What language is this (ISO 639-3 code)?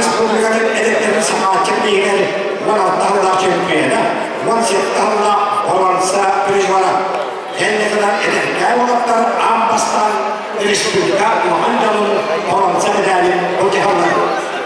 sah